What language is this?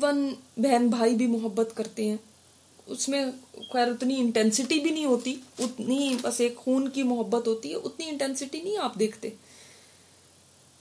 Urdu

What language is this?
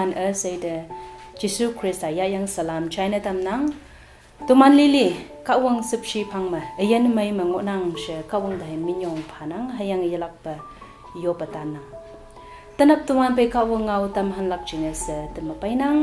Konyak Naga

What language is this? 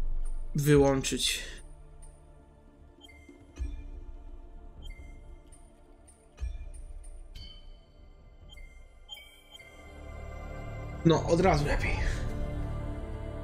Polish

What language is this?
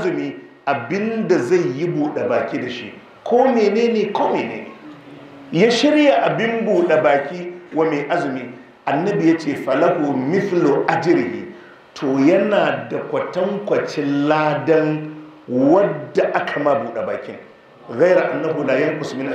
Hausa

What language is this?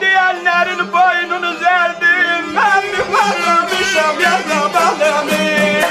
South Azerbaijani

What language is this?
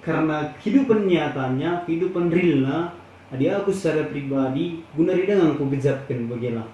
Batak Karo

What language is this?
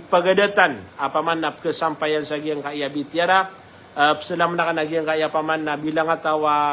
Maranao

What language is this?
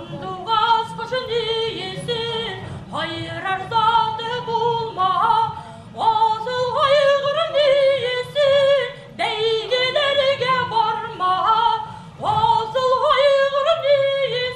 Bashkir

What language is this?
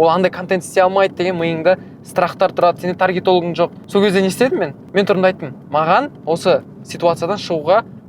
Kazakh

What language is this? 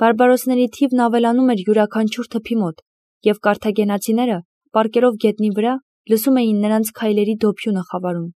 Armenian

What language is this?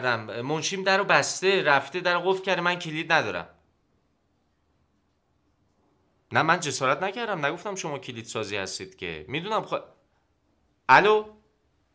Persian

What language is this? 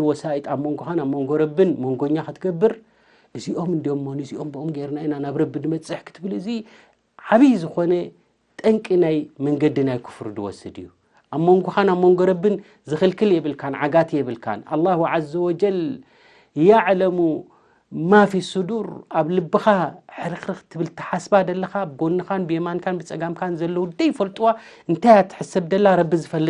Tigrinya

